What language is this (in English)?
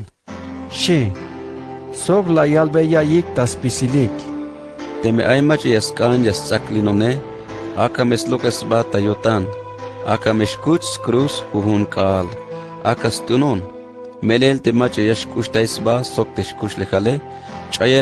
Tzeltal